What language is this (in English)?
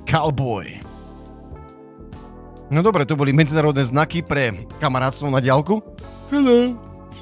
Slovak